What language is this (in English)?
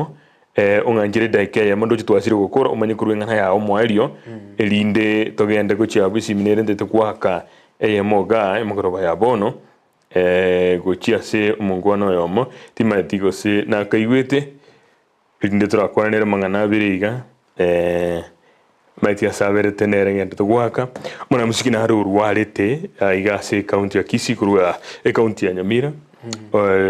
Gusii